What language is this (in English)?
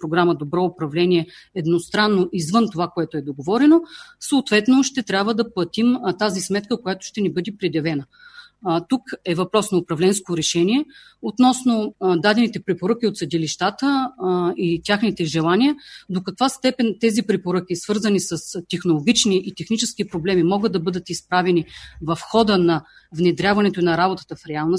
Bulgarian